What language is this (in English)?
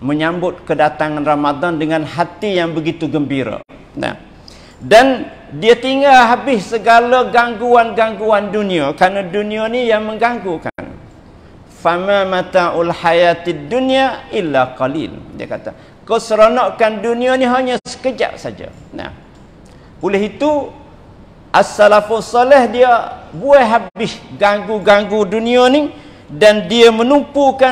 Malay